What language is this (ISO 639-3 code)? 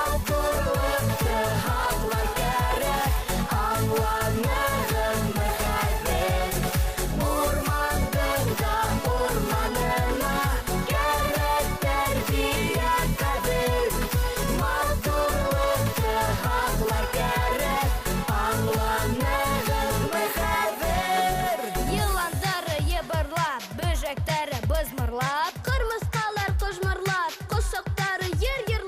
bak